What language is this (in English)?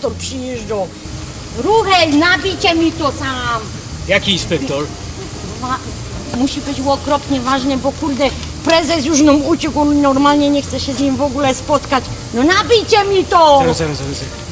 Silesian